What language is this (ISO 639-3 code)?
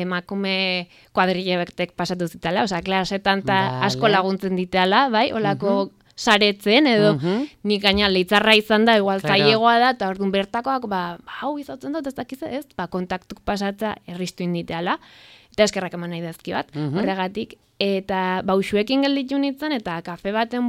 eus